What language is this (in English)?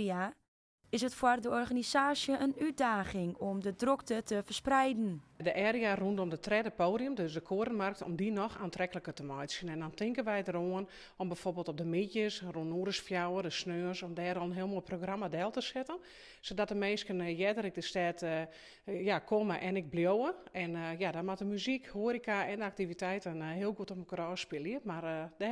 Western Frisian